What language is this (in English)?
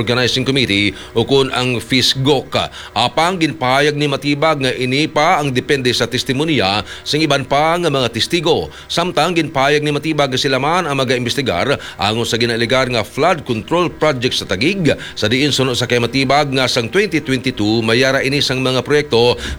Hiligaynon